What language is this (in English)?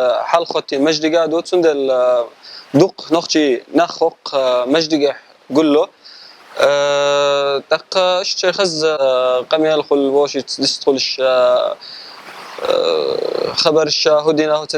Chechen